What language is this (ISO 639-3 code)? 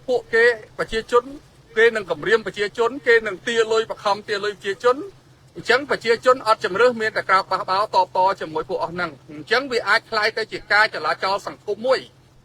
khm